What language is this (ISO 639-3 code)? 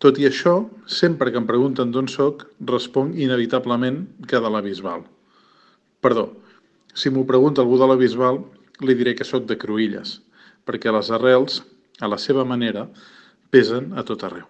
cat